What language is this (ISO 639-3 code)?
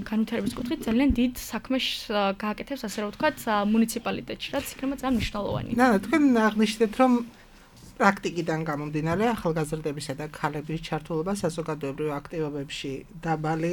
kat